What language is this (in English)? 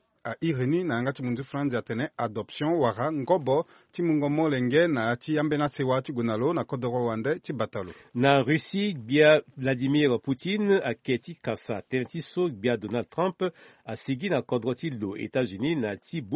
Sango